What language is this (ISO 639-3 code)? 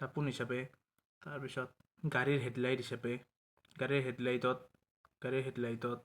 asm